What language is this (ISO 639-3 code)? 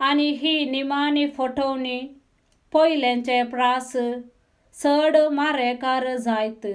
kok